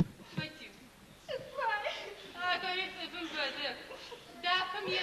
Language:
Adyghe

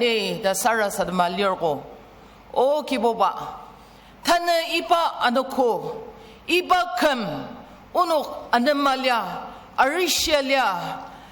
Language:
Ao Naga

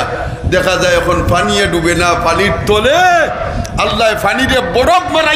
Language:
Sylheti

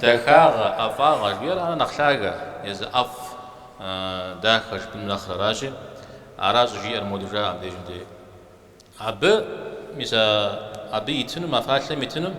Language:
Kabardian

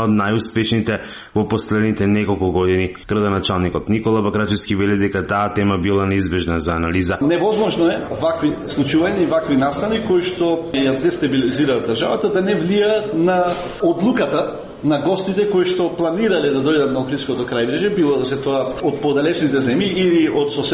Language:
Macedonian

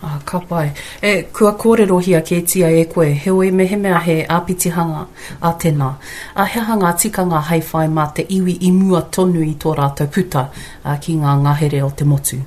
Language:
Māori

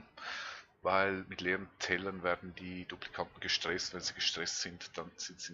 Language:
Swiss German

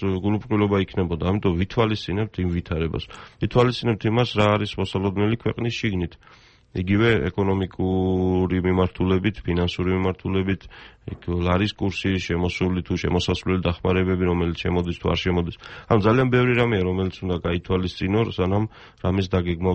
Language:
Georgian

